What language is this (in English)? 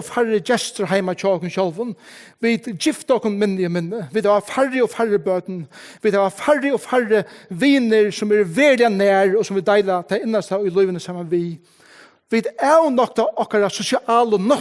Faroese